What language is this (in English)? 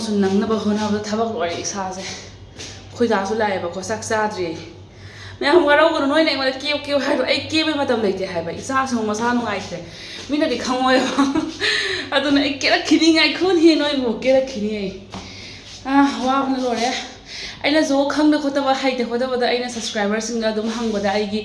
Manipuri